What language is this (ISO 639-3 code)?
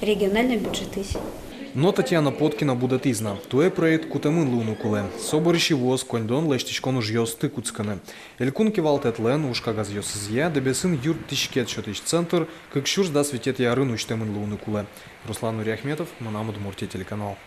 udm